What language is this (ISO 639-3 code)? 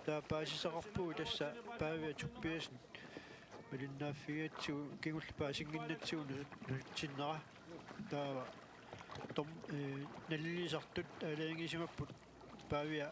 kal